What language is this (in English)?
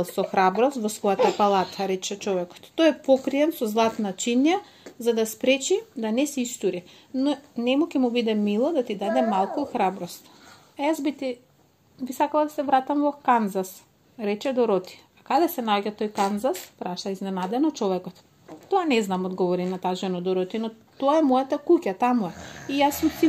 Macedonian